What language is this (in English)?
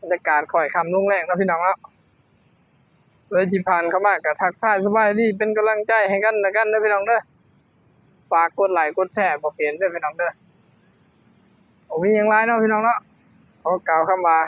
Lao